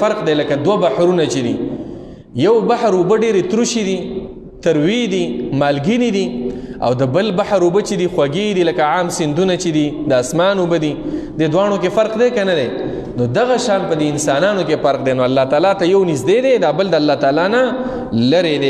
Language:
Pashto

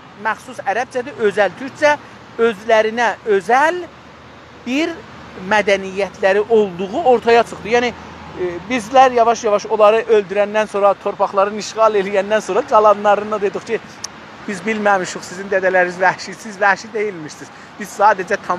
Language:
South Azerbaijani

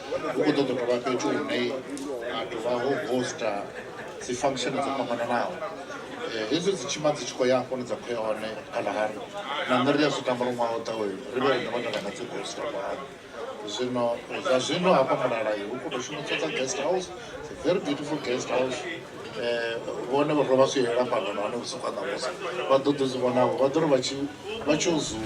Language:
Venda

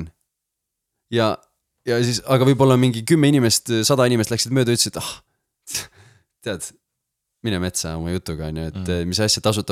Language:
Estonian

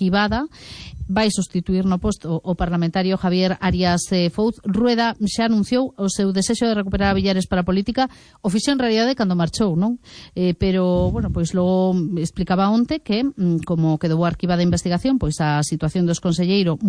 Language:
Galician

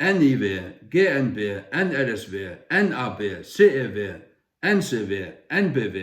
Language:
Faroese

